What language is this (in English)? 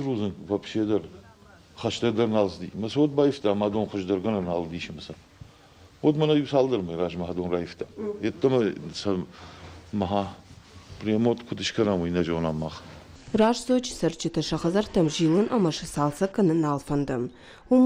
Ossetic